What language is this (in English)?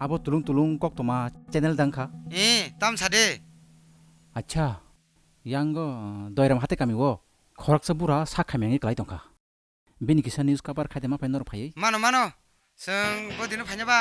Kok Borok